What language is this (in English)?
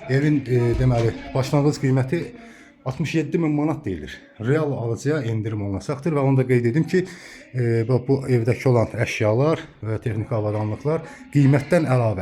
Azerbaijani